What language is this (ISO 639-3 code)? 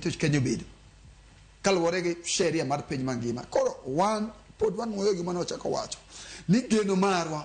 luo